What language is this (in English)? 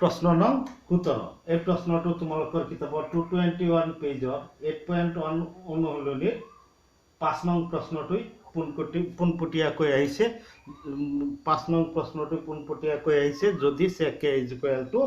Assamese